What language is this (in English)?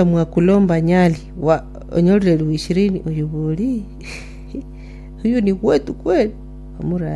Gusii